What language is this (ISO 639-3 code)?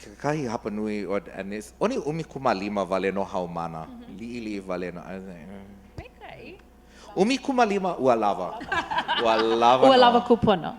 haw